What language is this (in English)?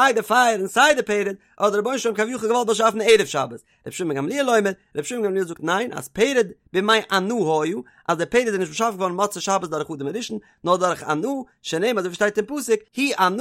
Yiddish